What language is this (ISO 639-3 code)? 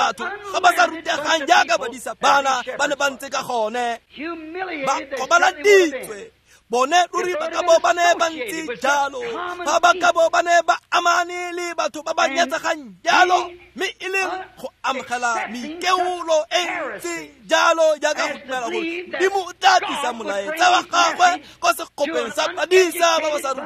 tsn